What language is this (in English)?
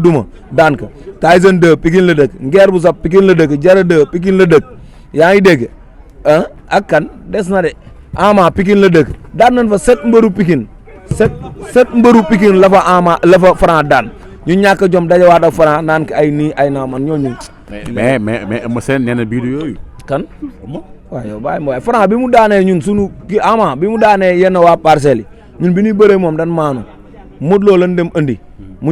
Wolof